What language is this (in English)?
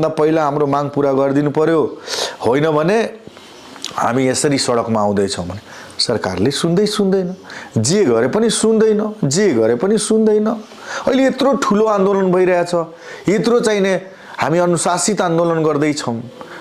Nepali